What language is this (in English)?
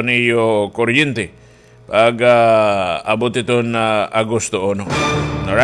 Waray